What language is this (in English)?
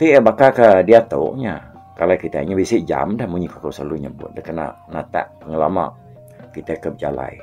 Iban